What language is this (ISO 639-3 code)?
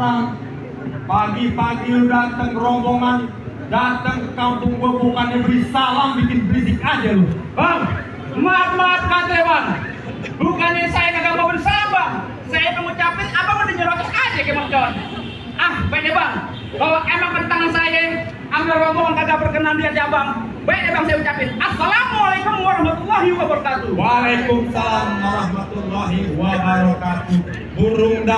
bew